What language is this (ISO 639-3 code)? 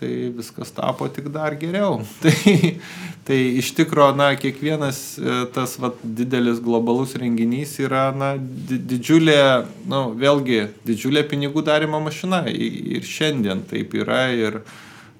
lit